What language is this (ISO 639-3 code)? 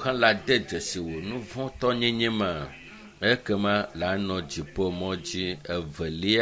ewe